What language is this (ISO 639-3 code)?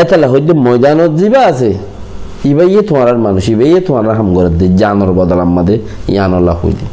rhg